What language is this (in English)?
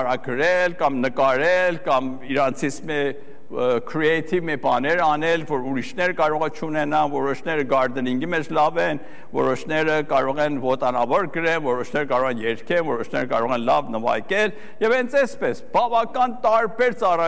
Armenian